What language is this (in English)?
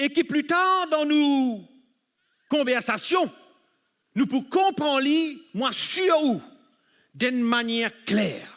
Morisyen